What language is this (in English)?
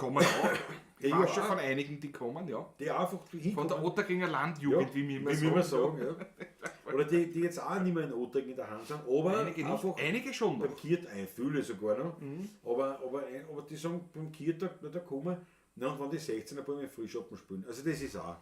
Bavarian